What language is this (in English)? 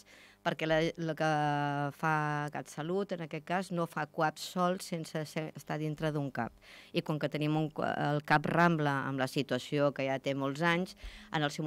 Catalan